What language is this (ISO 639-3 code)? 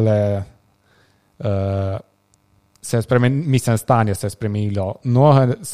slv